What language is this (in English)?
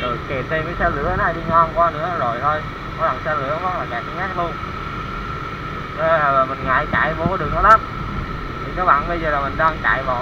Vietnamese